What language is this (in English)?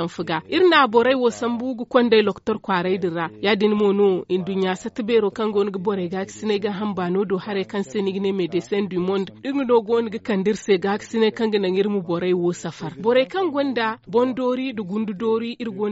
Zarma